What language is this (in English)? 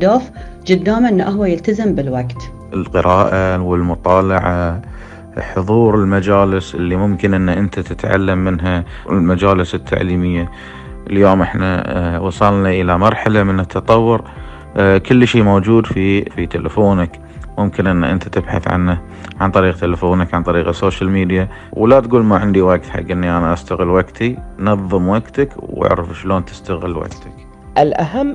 Gulf Arabic